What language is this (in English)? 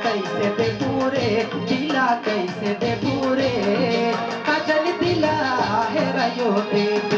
Sadri